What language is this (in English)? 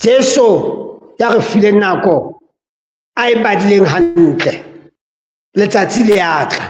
Southern Sotho